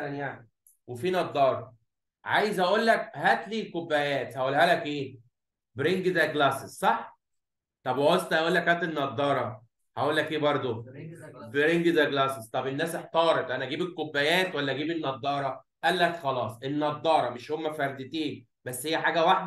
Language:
Egyptian Arabic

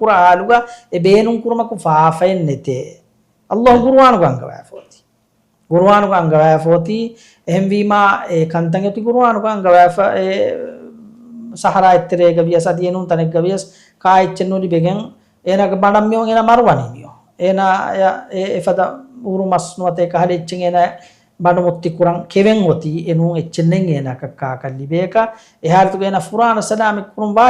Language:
Divehi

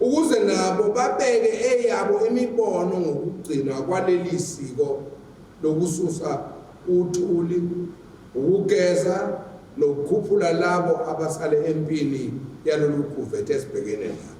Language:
Zulu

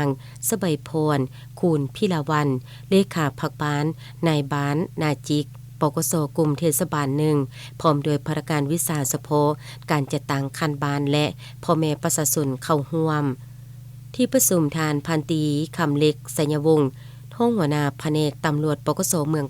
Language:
Lao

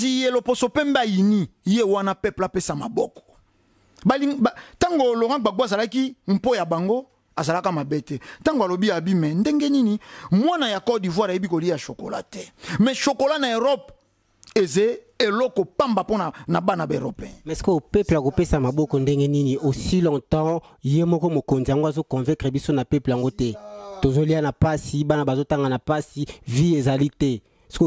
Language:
Lingala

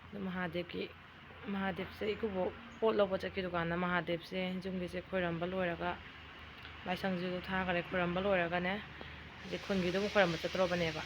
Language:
Manipuri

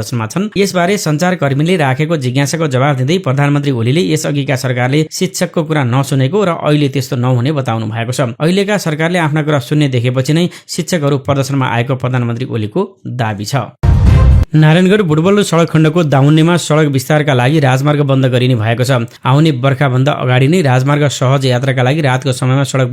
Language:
Nepali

